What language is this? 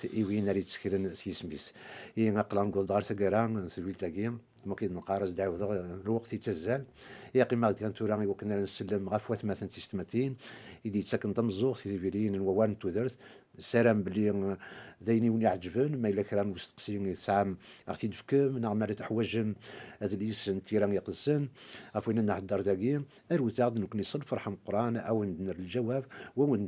Kabyle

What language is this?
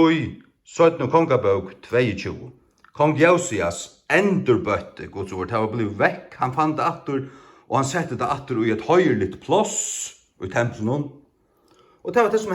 Faroese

